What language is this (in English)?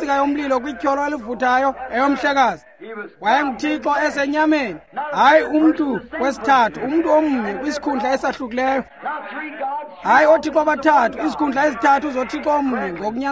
Xhosa